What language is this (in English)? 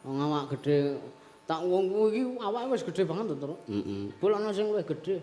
Javanese